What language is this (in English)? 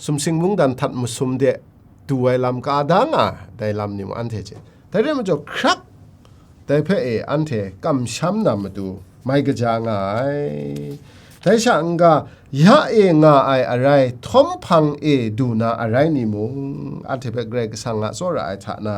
Kachin